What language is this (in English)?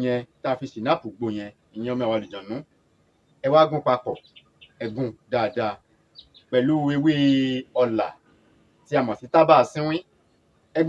Yoruba